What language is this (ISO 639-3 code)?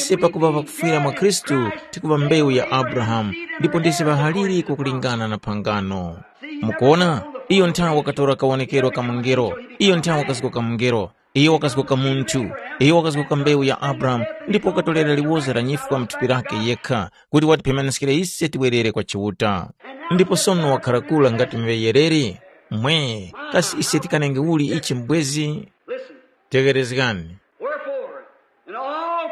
tum